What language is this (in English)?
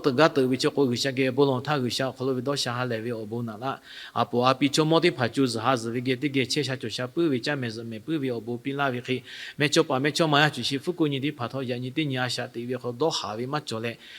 Lahu